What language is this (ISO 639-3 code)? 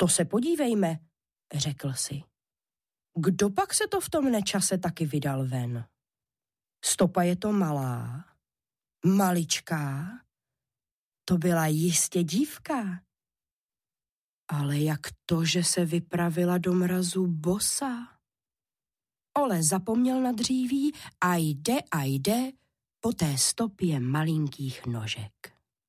ces